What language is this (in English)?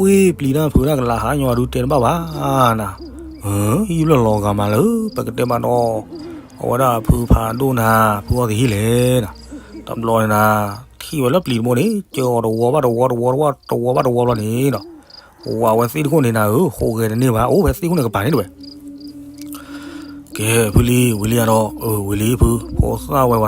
S'gaw Karen